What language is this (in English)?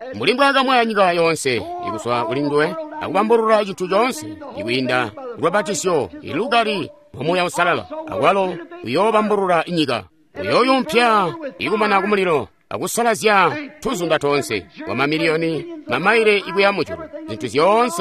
Tonga (Zambia)